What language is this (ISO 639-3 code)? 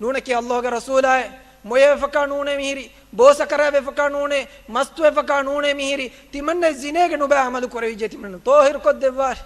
div